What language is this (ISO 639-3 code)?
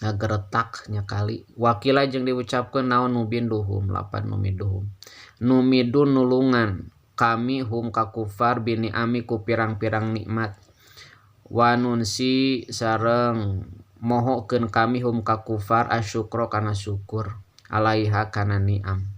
sun